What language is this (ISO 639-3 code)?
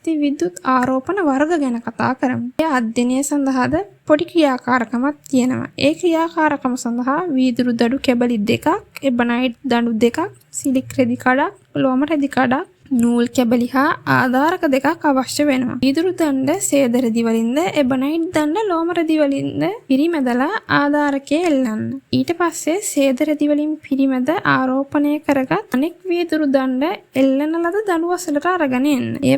sin